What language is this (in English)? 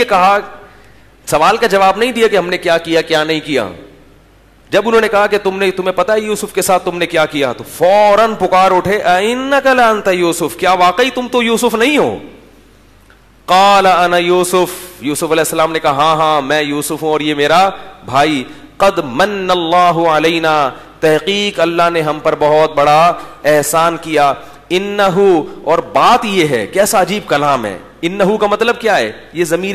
Urdu